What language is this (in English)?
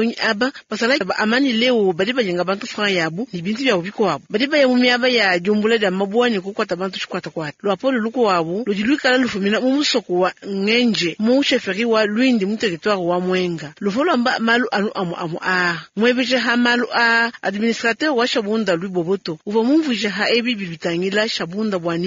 Luba-Lulua